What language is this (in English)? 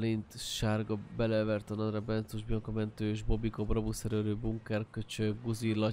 Hungarian